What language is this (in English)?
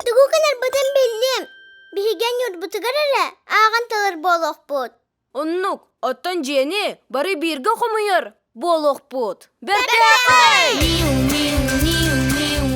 Yakut